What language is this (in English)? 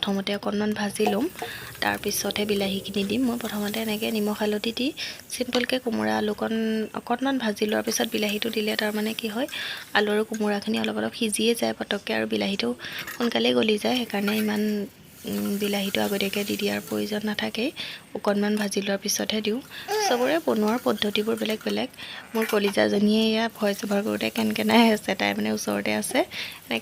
Assamese